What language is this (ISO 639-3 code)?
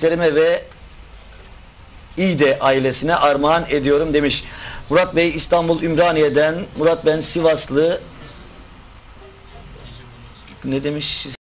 tur